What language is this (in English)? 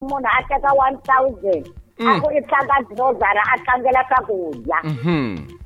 Tsonga